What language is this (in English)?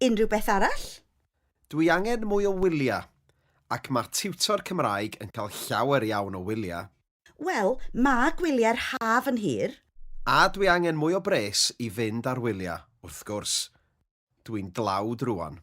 Welsh